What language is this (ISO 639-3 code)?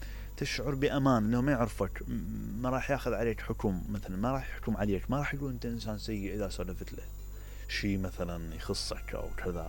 acm